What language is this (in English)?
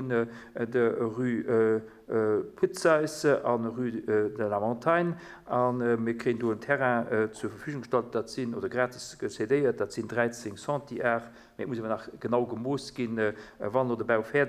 Luxembourgish